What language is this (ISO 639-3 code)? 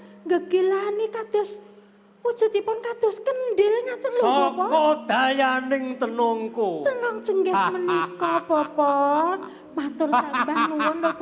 jav